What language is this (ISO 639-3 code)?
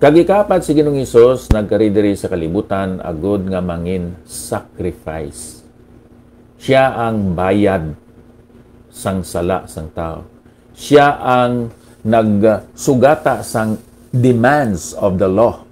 hil